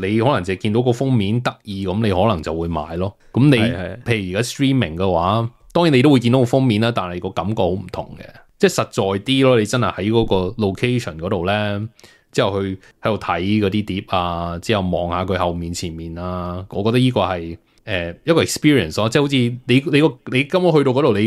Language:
Cantonese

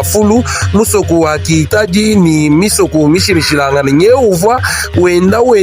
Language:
Luba-Lulua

